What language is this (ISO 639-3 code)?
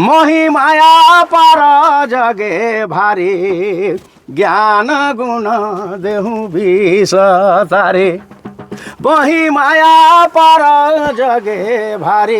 sck